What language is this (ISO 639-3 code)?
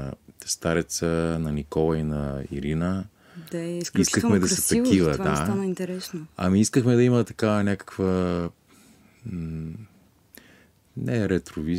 bul